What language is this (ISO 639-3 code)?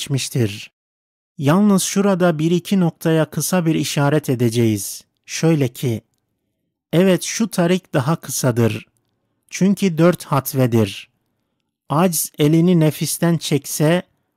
tur